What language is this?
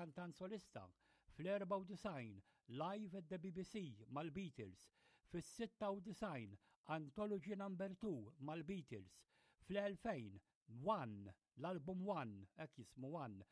Maltese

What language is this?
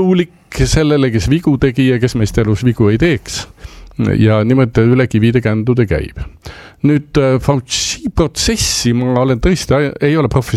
Estonian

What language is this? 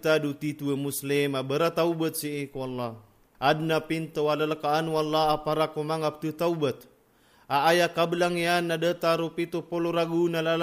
Maranao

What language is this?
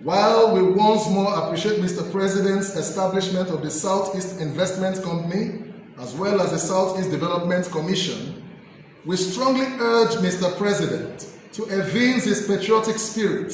Igbo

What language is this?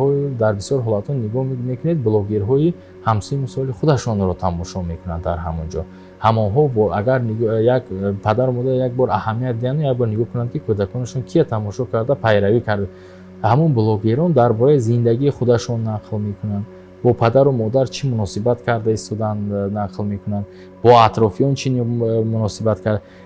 Tajik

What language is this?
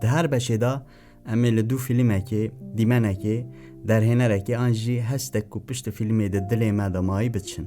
Kurdish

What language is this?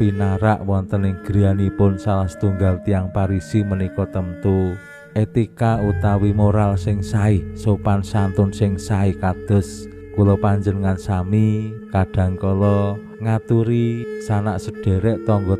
Javanese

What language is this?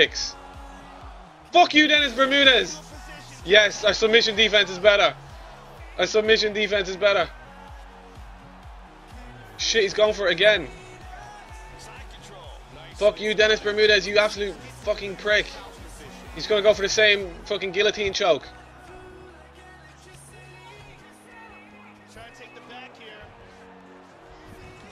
English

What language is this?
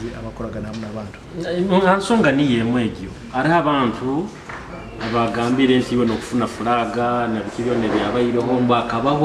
Nyoro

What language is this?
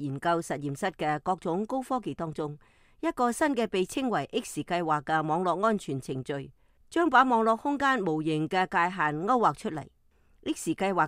Cantonese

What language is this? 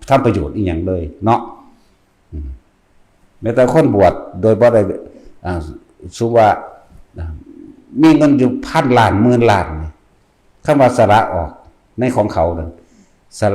Northeastern Thai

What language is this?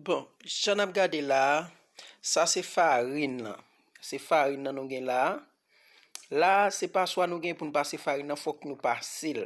Haitian Creole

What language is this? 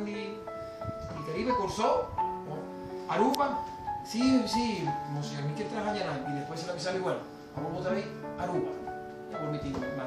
Papiamento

